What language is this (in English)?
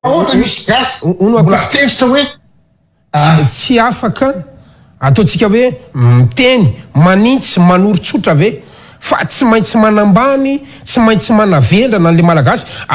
Malagasy